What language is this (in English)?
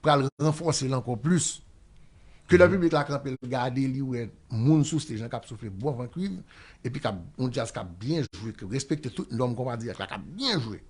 Haitian Creole